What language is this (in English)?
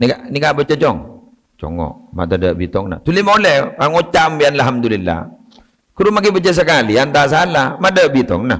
Madurese